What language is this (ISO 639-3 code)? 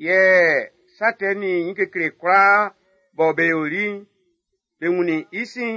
bci